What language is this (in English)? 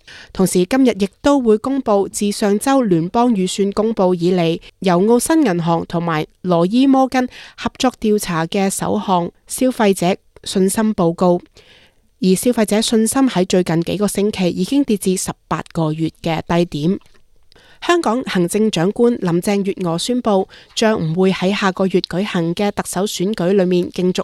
Cantonese